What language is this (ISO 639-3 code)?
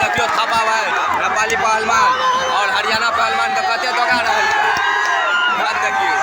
mai